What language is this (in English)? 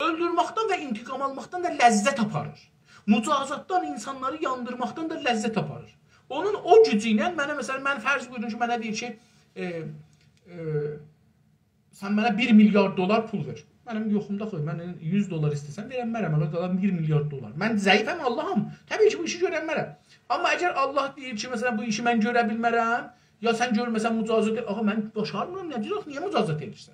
South Azerbaijani